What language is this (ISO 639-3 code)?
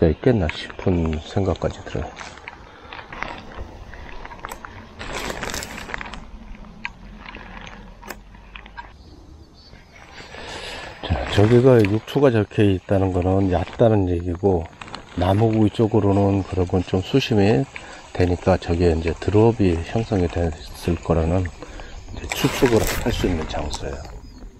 kor